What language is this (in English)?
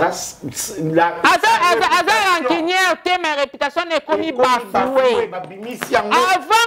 Lingala